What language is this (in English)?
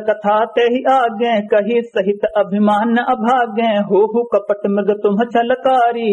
Awadhi